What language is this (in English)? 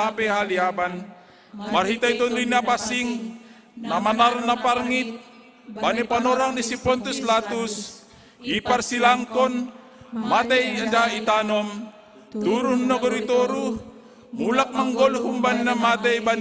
Batak Simalungun